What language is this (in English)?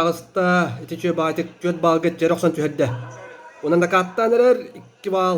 Yakut